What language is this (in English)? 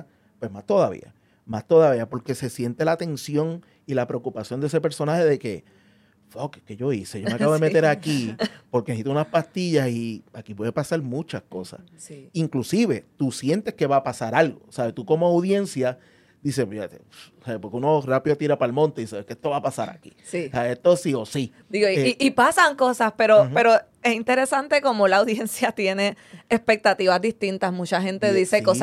Spanish